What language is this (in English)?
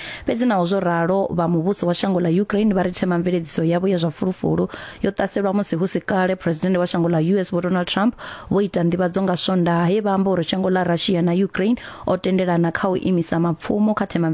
Venda